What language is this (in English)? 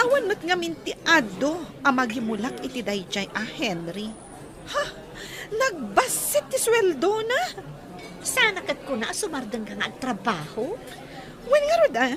Iloko